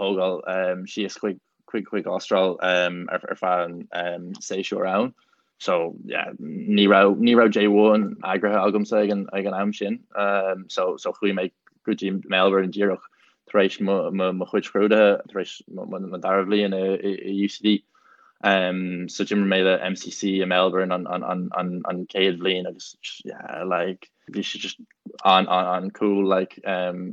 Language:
Irish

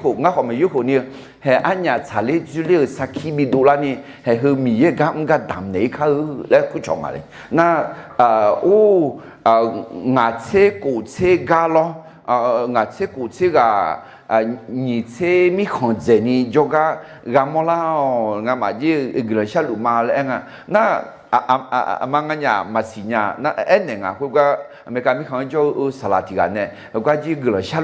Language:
Akha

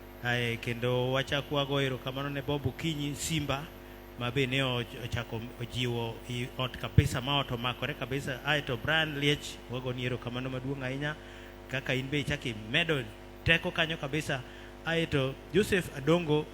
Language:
Luo (Kenya and Tanzania)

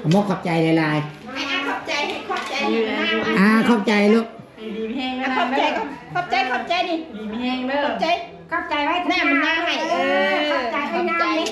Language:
Northeastern Thai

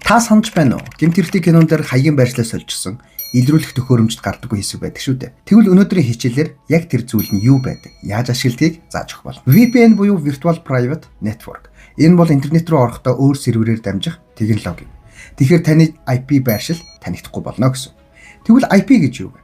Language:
Mongolian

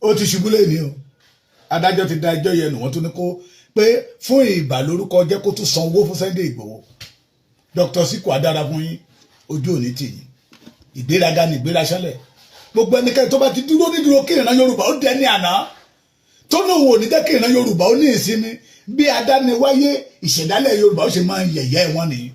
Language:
Yoruba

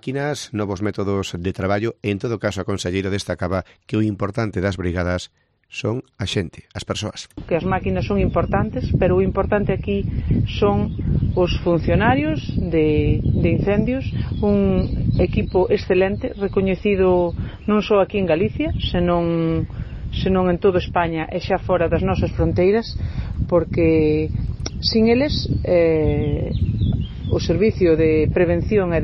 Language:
Galician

